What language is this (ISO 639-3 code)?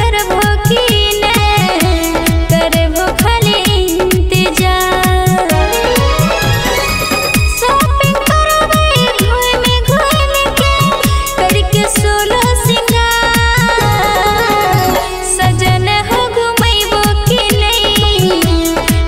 bho